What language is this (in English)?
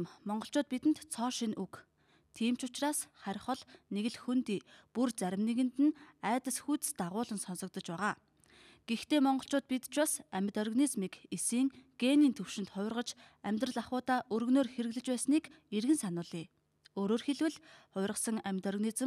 Mongolian